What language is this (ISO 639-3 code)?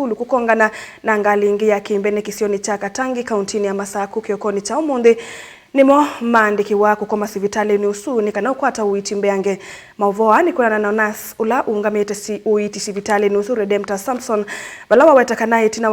kam